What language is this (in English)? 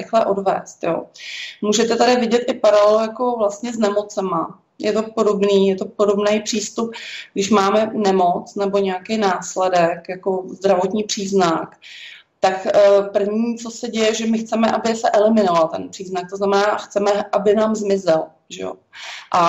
Czech